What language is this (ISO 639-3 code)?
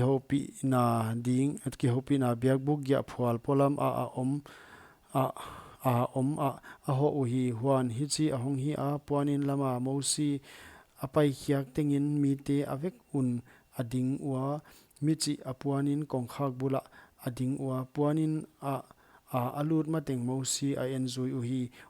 pck